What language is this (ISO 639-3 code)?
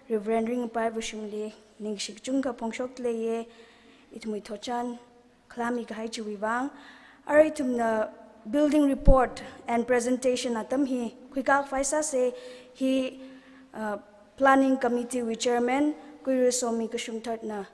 nmf